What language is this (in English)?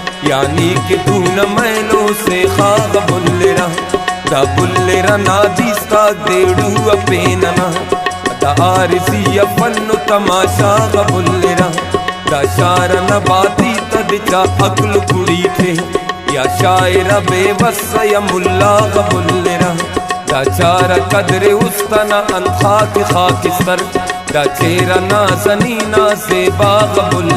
Brahui